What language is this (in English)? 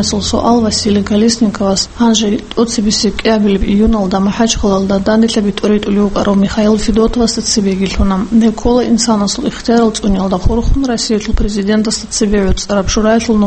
Avaric